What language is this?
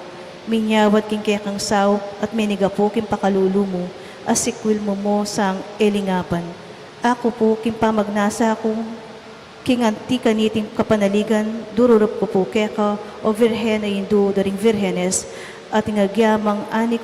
Pampanga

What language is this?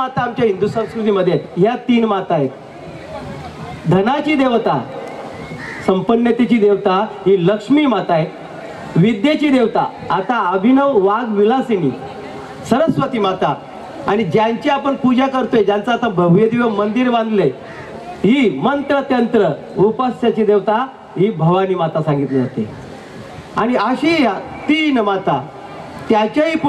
Marathi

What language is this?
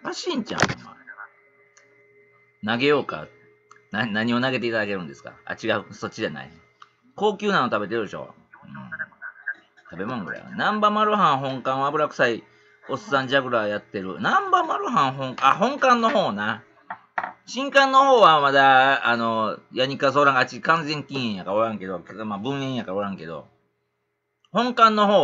Japanese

